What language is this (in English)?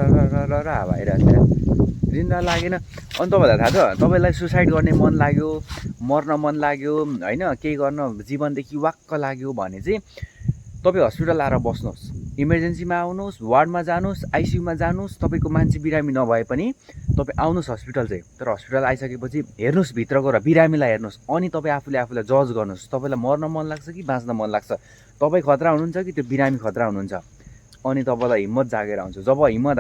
Nepali